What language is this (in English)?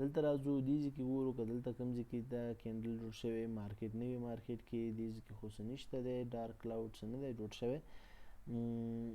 Pashto